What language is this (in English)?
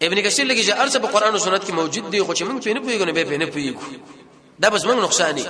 Pashto